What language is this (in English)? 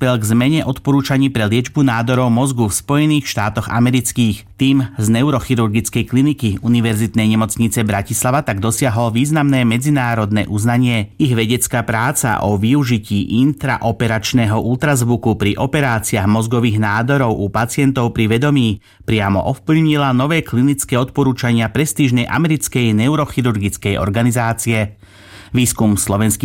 Slovak